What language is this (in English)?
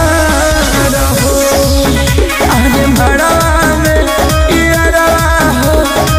Bhojpuri